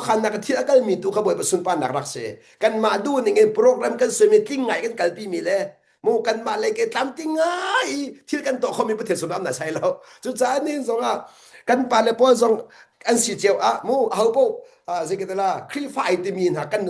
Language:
Hakha Chin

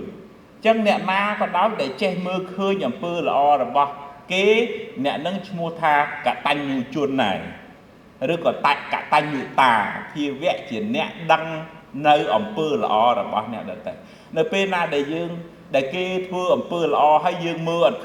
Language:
Khmer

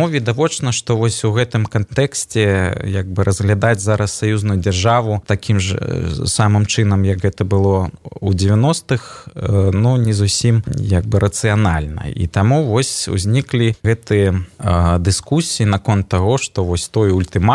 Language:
Belarusian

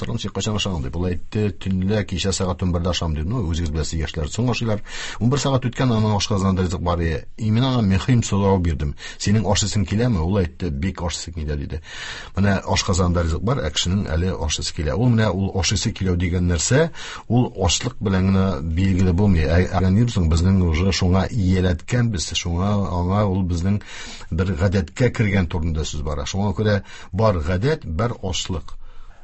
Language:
Tatar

